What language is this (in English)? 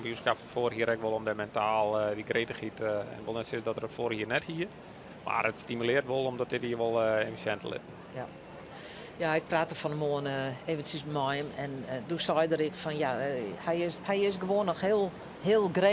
Western Frisian